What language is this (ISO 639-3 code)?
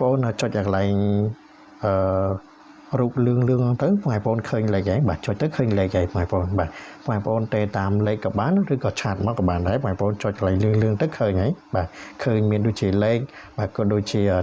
khm